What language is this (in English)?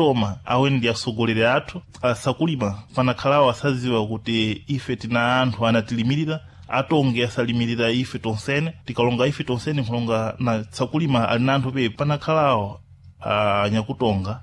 Sena